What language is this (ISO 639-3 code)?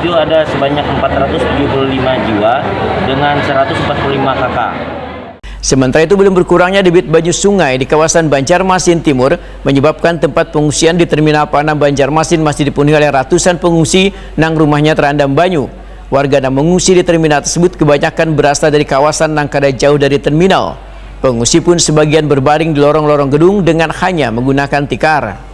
bjn